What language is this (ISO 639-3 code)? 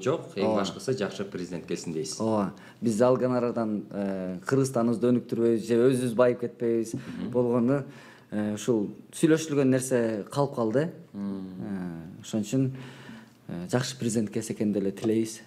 kir